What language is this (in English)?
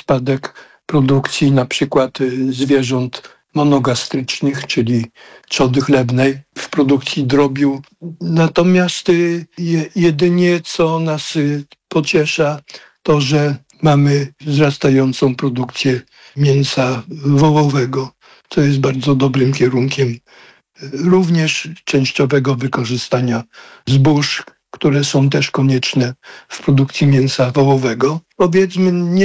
Polish